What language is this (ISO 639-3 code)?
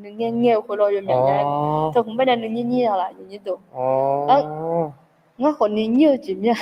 ahk